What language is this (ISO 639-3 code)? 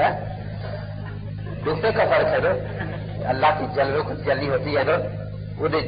urd